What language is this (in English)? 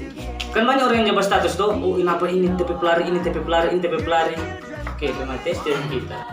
Manado Malay